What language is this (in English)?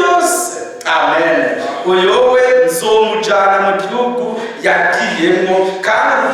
Rundi